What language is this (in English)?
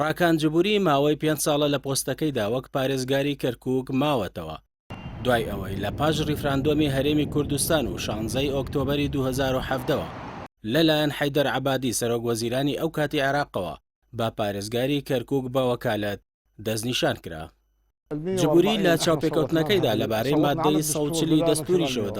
Central Kurdish